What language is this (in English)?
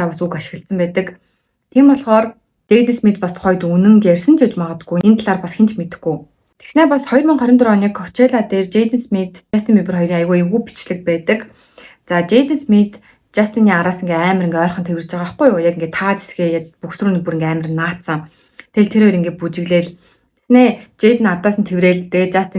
Mongolian